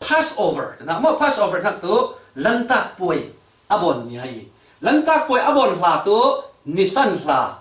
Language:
Falam Chin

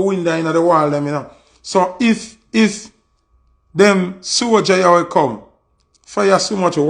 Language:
Jamaican Creole English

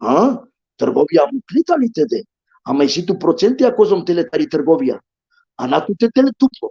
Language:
Balkan Romani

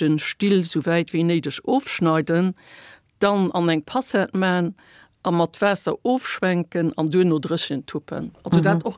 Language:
Luxembourgish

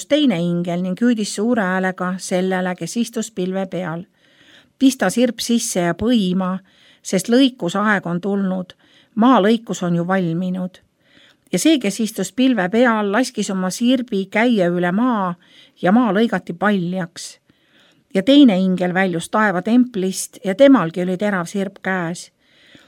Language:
Estonian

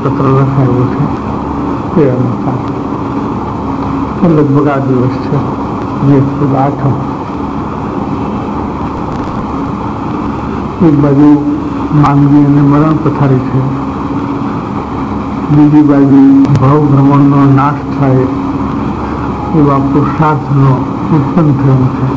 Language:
Gujarati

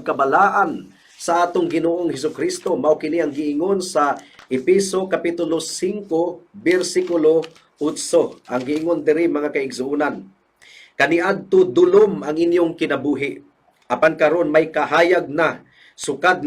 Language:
Cebuano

